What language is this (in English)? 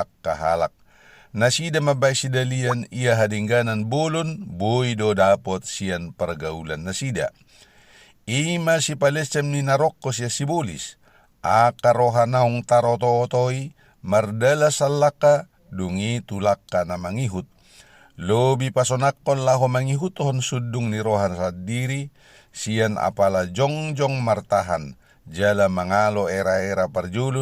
Batak Toba